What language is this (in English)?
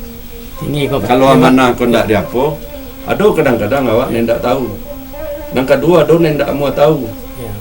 Minangkabau